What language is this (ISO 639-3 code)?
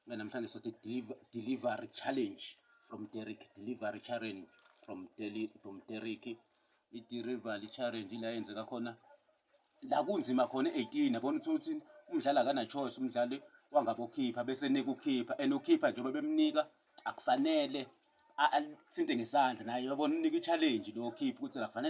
zul